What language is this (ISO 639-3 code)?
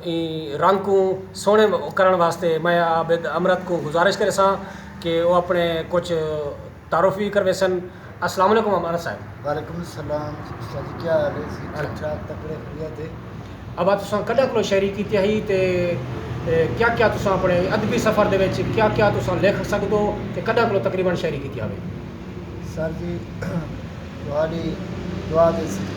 skr